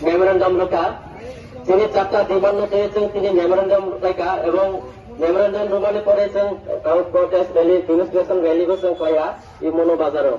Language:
Kok Borok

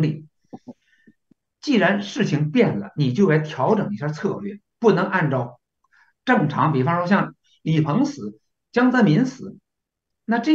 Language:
Chinese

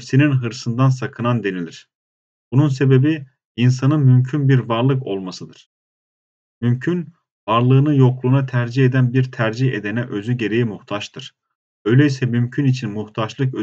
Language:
Turkish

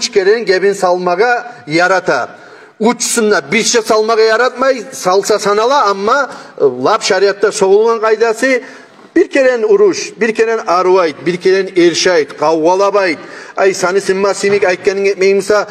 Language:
Kumyk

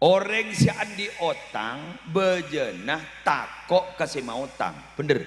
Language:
Madurese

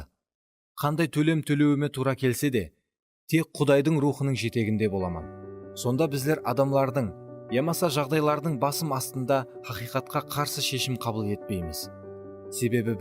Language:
Kara-Kalpak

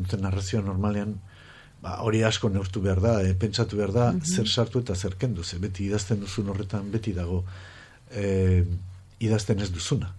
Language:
Basque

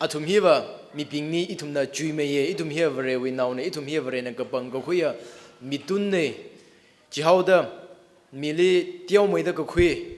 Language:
Tangkhul Naga (India)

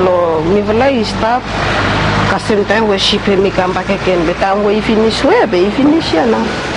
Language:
Bislama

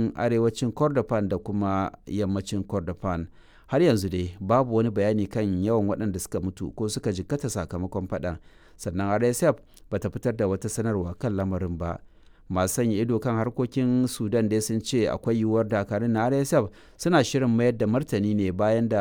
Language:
Hausa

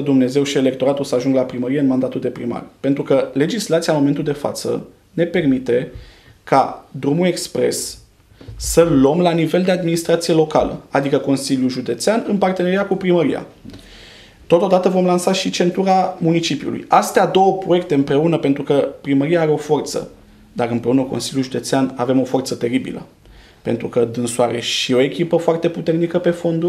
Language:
Romanian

